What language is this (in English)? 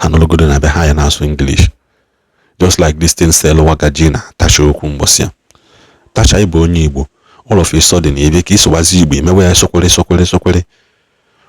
Igbo